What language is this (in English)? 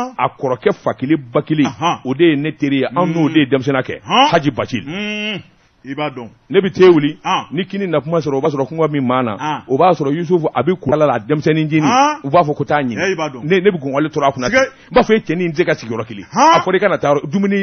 Bambara